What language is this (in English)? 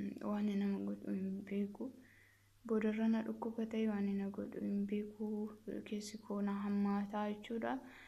Oromo